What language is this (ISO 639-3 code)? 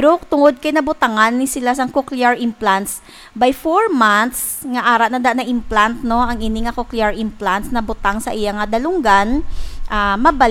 hil